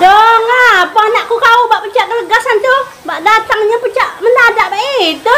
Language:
Musi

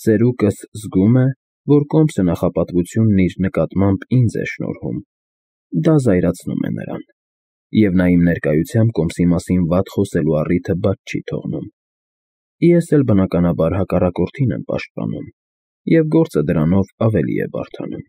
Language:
Armenian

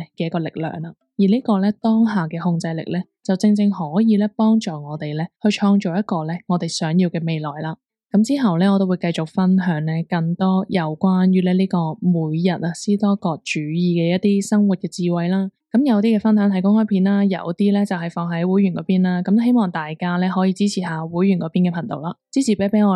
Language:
Cantonese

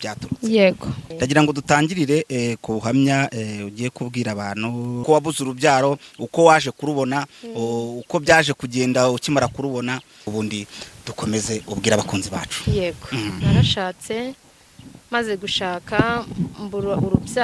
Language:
Kinyarwanda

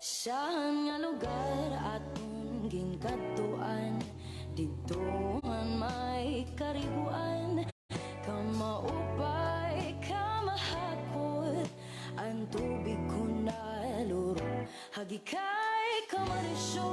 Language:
Waray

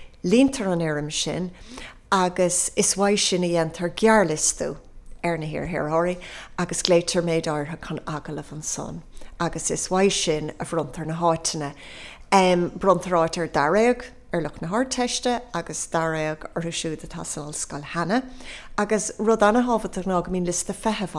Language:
Irish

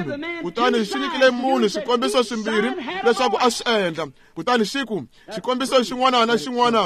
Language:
Tsonga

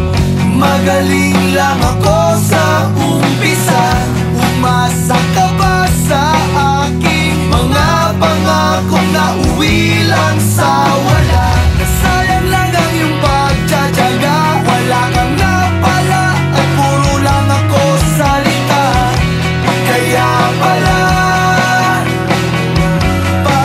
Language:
Filipino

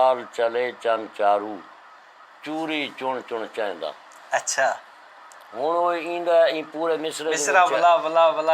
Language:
Saraiki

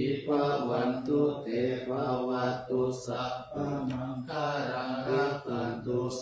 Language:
Pali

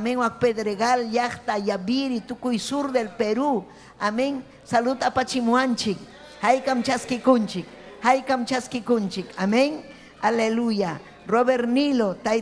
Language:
Ayacucho Quechua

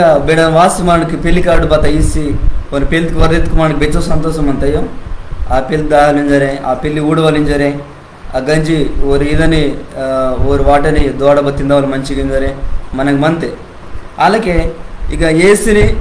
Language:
Koya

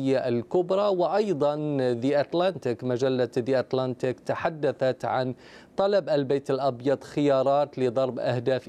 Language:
Arabic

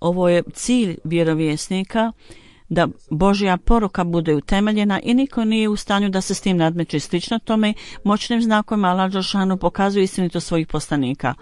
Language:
Bosnian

